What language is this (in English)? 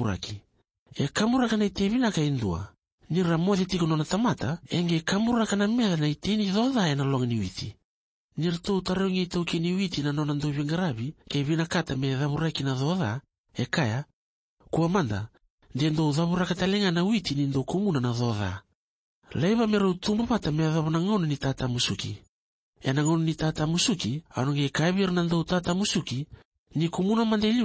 Fijian